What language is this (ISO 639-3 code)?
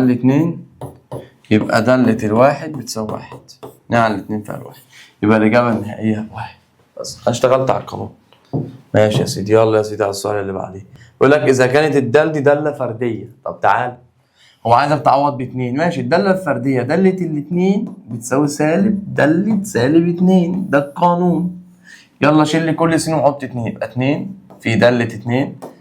arz